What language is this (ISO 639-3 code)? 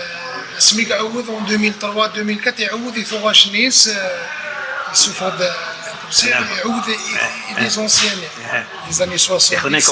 kab